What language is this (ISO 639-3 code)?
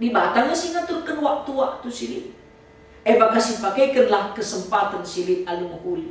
btx